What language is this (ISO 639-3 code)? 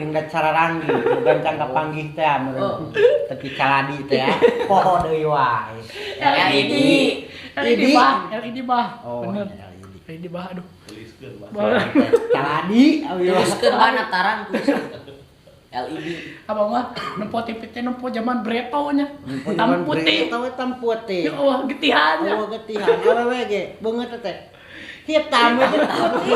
sun